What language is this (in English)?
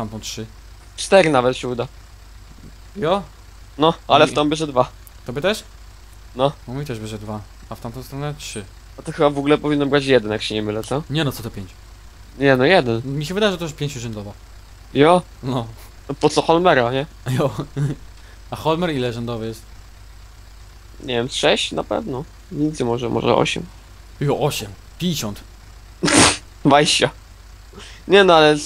Polish